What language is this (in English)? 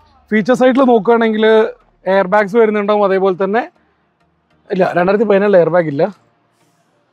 Malayalam